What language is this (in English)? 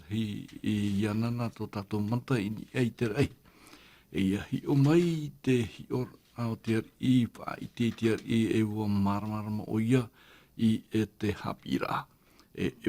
Tahitian